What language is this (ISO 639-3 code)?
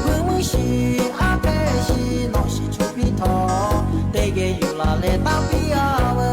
lhu